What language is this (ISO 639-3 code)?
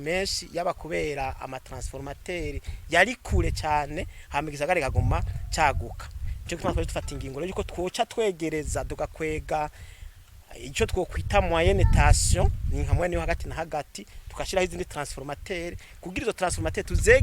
run